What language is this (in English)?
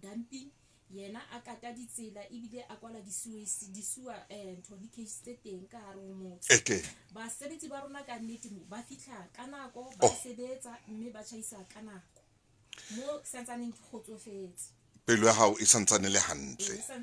Southern Sotho